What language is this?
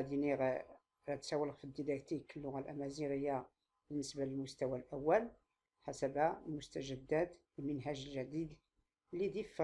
Tachelhit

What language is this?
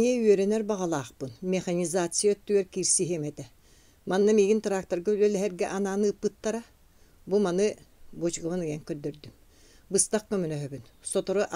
Yakut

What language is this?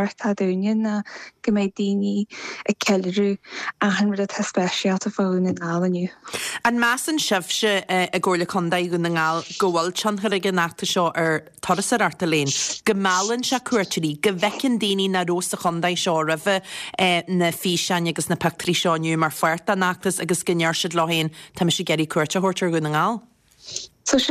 Irish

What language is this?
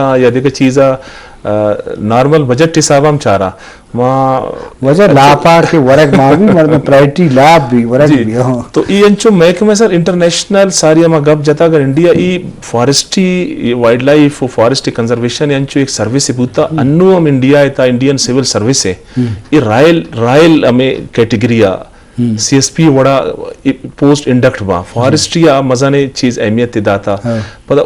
Eastern Balochi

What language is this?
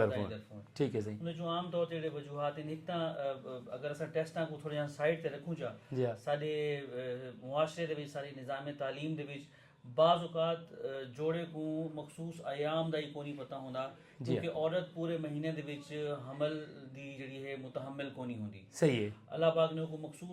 Saraiki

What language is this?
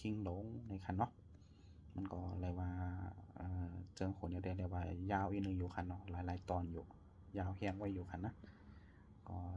Shan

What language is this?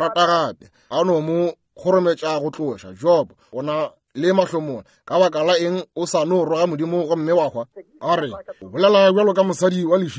Northern Sotho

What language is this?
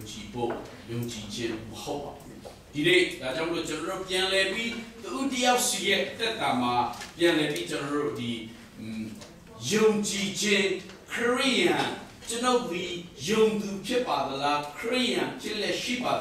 Burmese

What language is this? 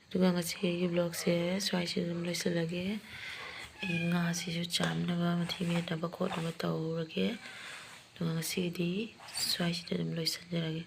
Manipuri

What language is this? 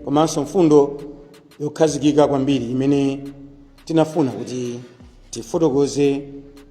Nyanja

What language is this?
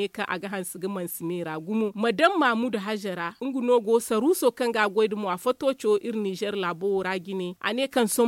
Zarma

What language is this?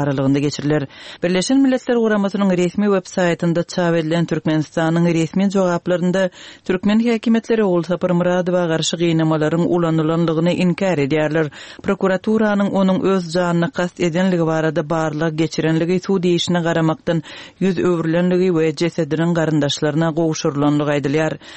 Turkmen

